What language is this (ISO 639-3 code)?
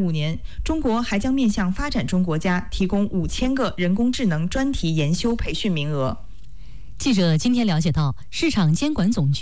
zho